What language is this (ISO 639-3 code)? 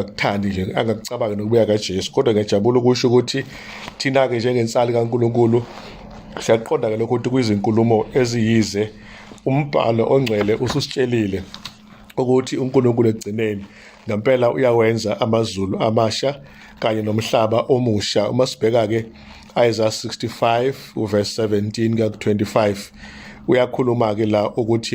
zul